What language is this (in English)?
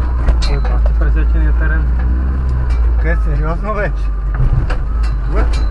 Bulgarian